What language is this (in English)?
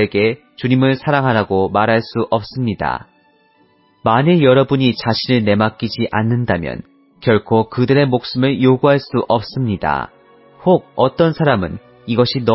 Korean